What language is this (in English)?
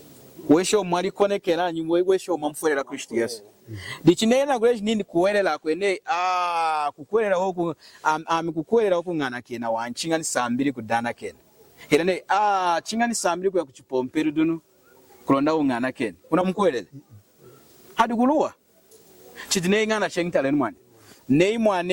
Lunda